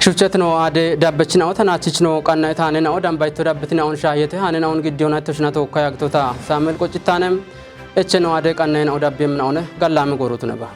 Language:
Kafa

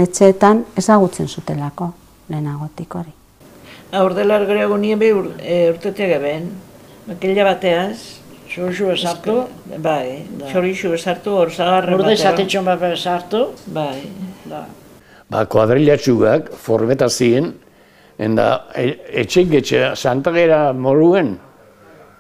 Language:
Basque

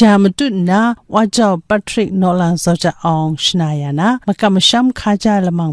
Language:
Kachin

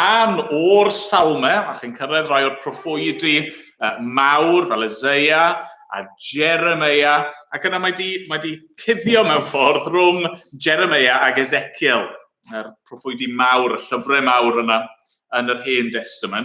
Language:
Welsh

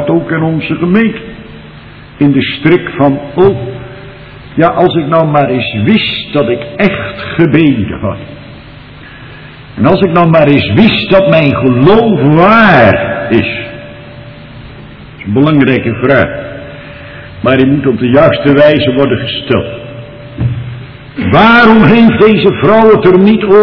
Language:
Dutch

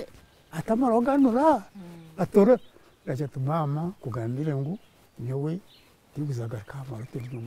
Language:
Nyankole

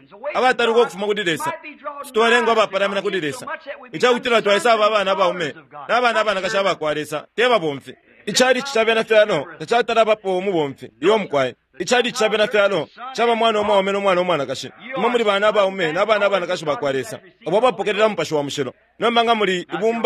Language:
Bemba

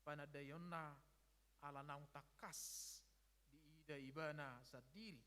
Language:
Batak Toba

